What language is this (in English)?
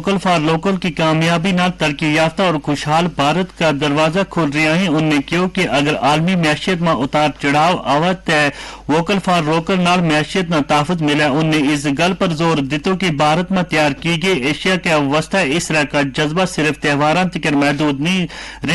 Gujari